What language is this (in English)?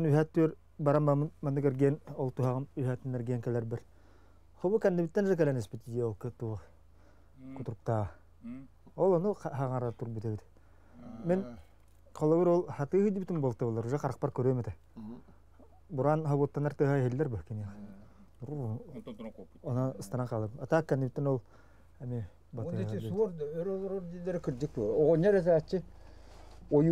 Yakut